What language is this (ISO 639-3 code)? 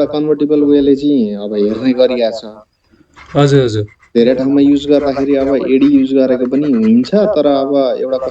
nep